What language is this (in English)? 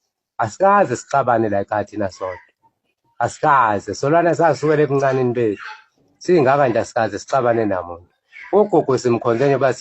Zulu